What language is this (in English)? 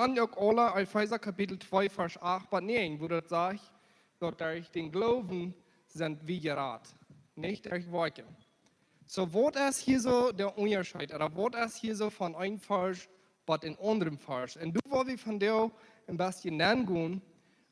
Plautdietsch